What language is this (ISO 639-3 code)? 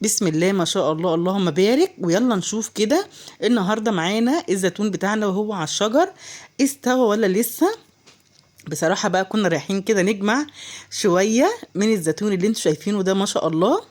arz